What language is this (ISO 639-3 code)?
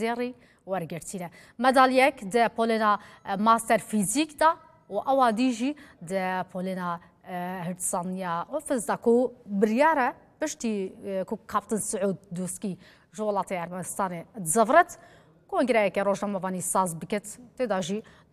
kur